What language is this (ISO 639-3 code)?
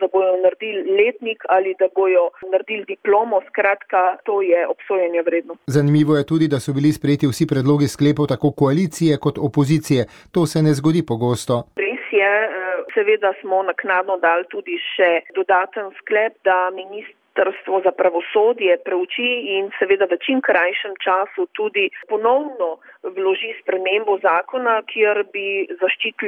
slv